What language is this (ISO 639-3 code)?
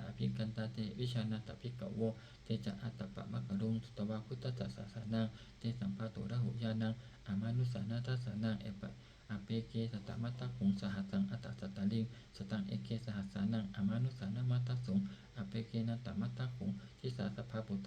pli